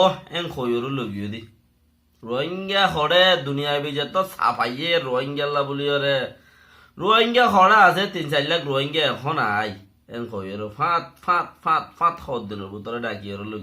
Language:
Rohingya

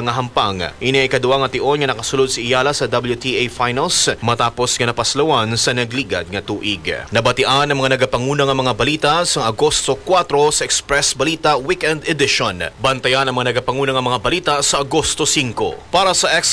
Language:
Hiligaynon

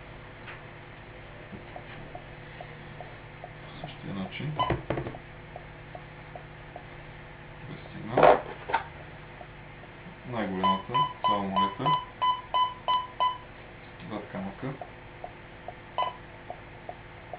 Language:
Bulgarian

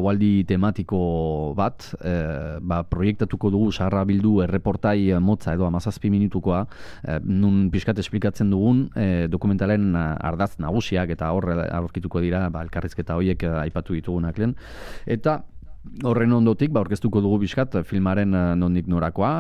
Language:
Basque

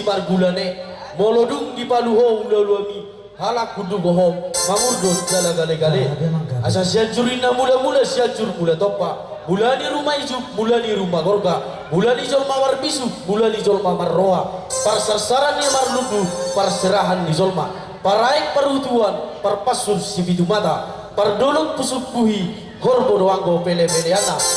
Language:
Batak Toba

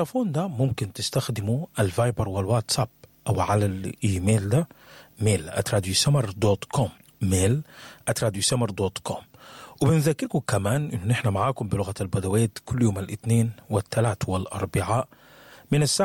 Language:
Sudanese Arabic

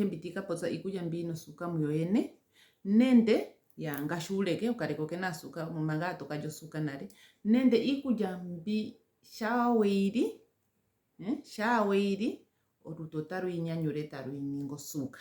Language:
Ndonga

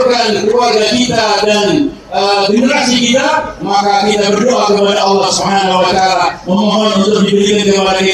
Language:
Indonesian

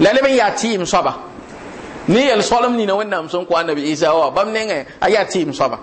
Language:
Mossi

